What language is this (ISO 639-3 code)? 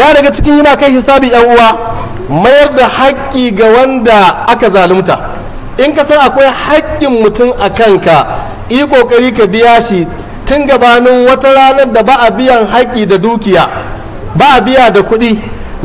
hau